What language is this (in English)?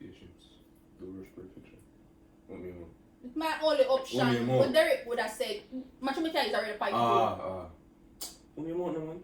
Jamaican Creole English